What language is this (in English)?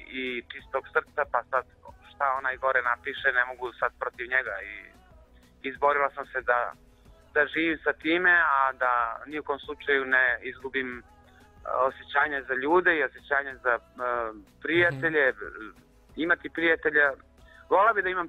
Serbian